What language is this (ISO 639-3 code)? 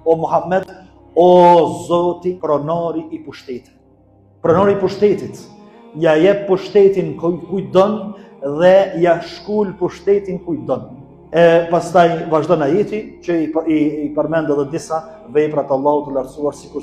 sqi